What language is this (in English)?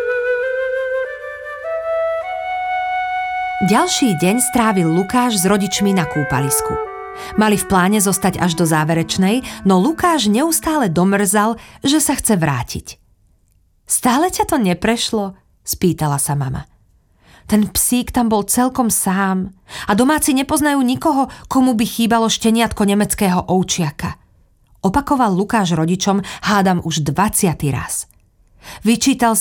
Slovak